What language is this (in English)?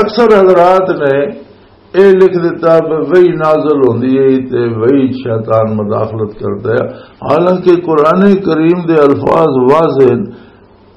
Western Panjabi